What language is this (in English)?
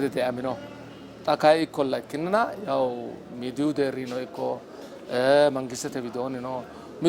Sidamo